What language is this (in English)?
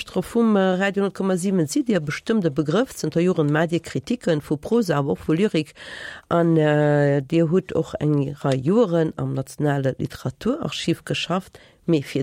Luxembourgish